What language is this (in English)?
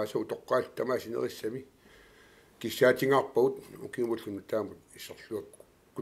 Kalaallisut